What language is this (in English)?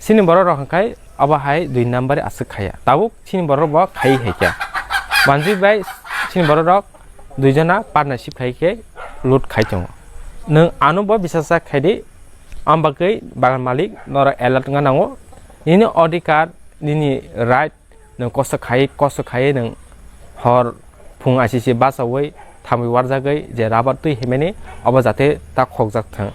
Kok Borok